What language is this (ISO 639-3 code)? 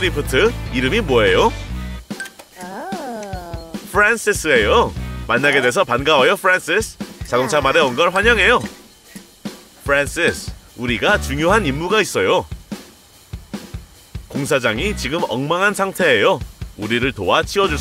kor